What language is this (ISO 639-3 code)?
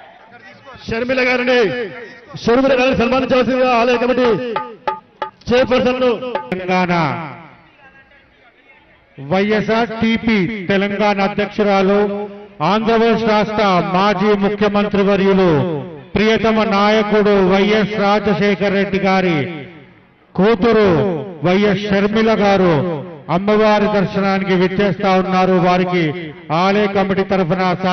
tel